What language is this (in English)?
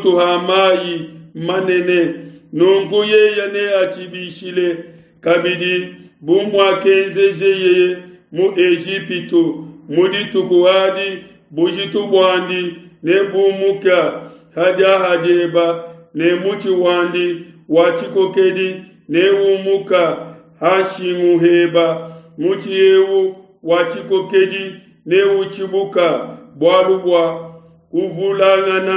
Luba-Lulua